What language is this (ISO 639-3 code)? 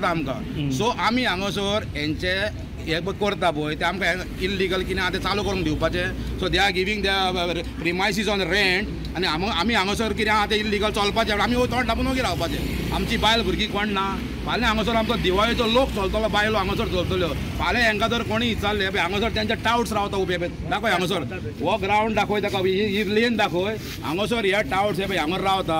kok